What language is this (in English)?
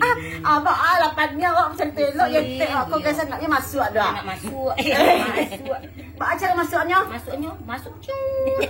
Minangkabau